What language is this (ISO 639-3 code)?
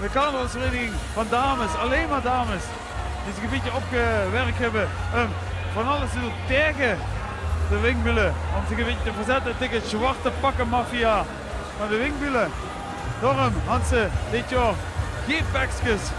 lim